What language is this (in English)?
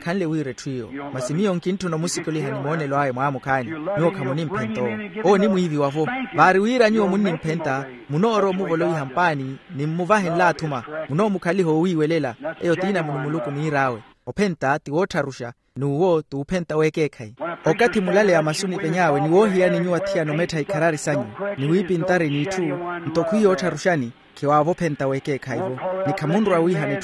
Makhuwa